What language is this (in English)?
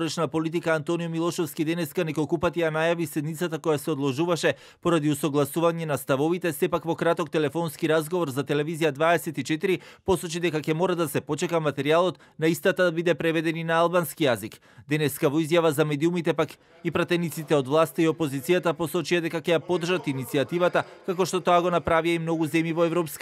Macedonian